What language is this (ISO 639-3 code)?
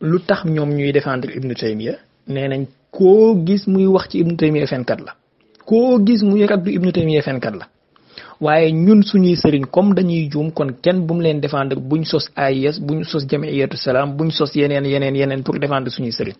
wol